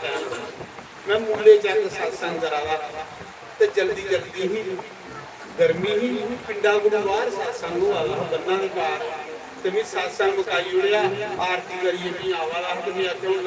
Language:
Dogri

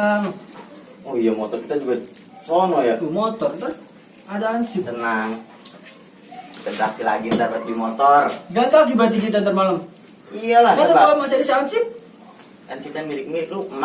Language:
Betawi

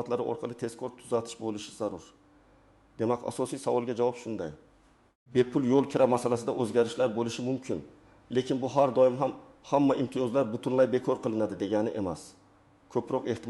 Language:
Uzbek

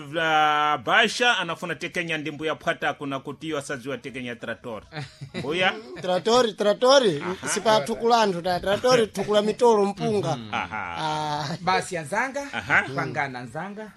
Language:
Sena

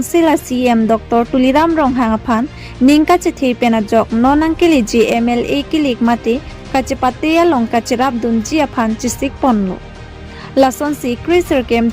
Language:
Karbi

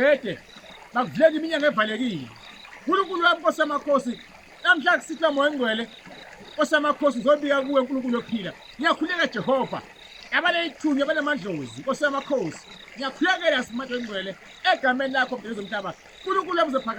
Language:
Zulu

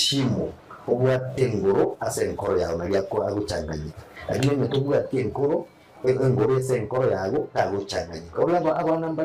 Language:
Gusii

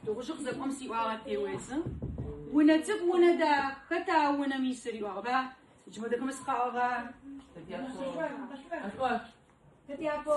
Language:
Adyghe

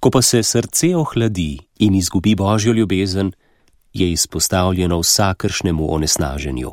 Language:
Slovenian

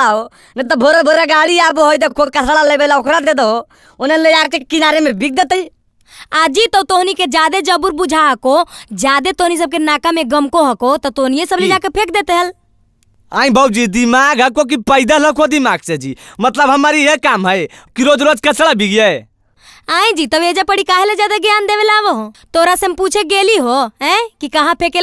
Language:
Magahi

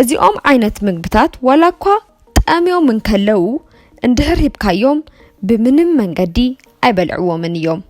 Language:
Tigrinya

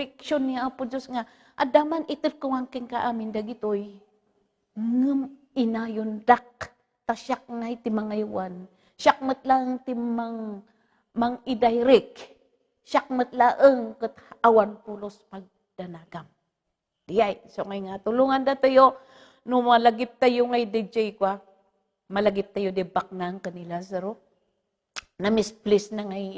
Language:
Iloko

